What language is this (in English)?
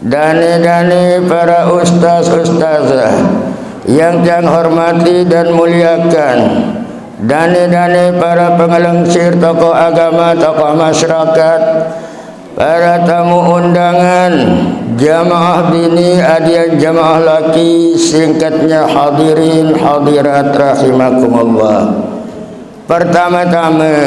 Sasak